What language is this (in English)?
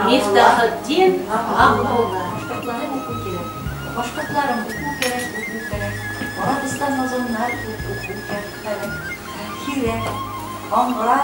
Bashkir